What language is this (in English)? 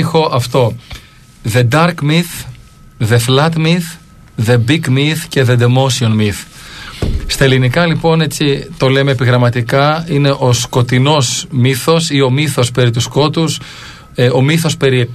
Greek